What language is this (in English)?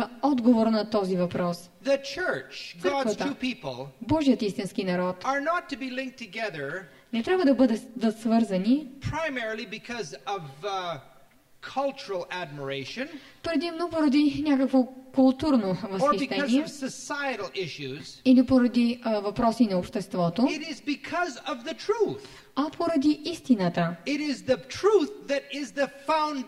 Bulgarian